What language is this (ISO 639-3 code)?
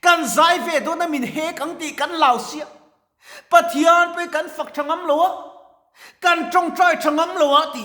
lus